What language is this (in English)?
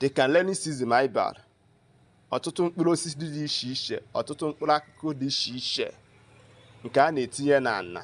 Igbo